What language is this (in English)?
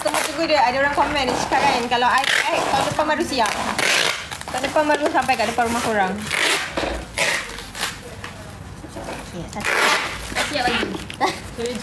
Malay